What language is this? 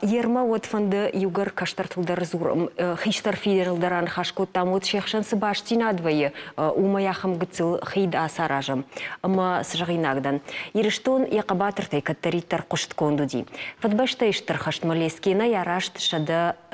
Ossetic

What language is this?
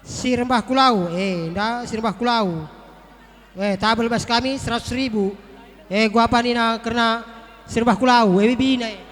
Batak Karo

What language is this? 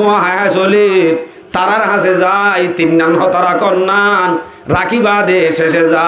Rohingya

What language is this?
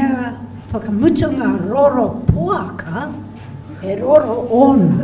Māori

